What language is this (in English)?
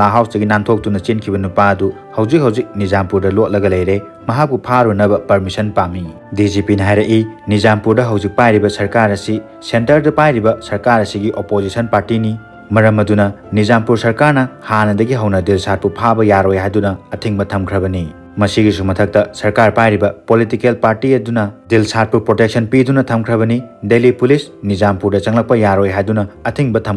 Manipuri